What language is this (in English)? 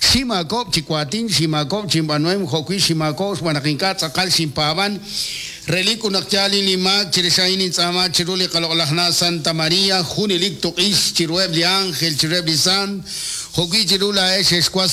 Kekchí